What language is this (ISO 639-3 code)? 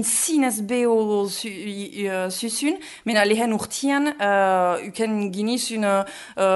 eus